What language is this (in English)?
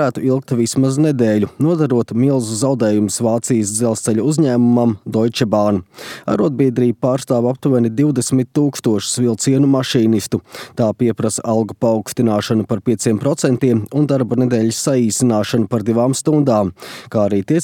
Latvian